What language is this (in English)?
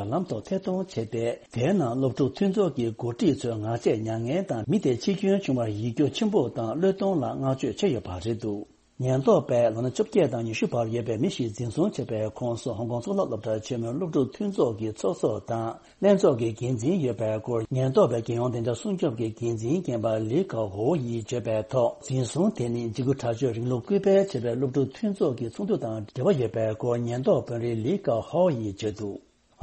Tibetan